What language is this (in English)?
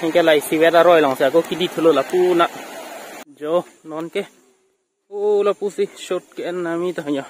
Karbi